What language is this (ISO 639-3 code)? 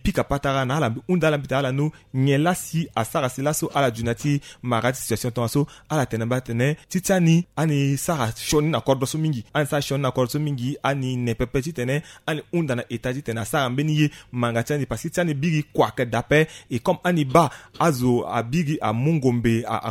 sag